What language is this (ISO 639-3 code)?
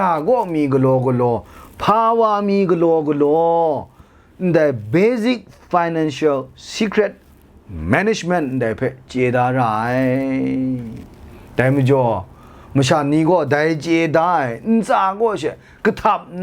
kac